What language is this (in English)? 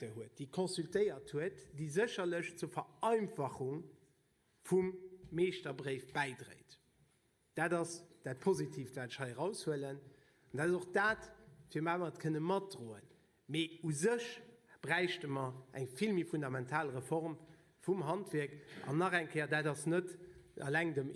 Luxembourgish